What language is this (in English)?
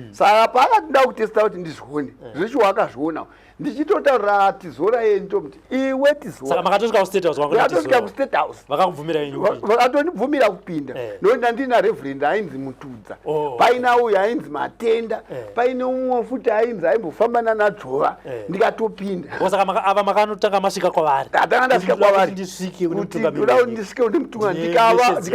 Shona